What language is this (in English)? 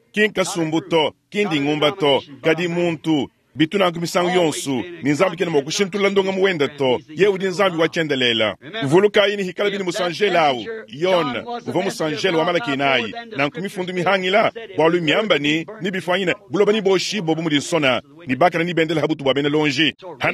Luba-Lulua